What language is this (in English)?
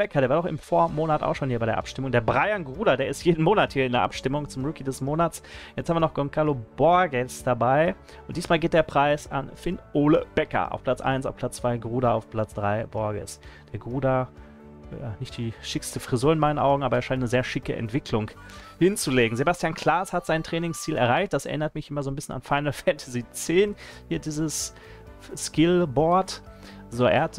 German